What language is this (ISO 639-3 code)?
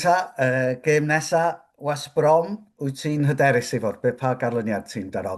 cym